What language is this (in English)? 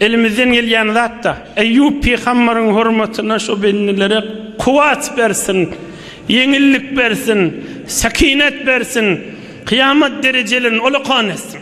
Turkmen